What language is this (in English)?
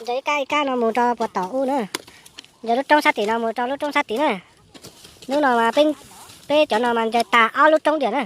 Hmong